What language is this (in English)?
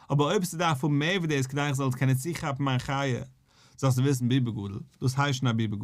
Yiddish